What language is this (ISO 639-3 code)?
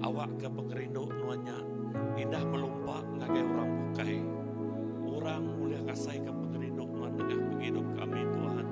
iba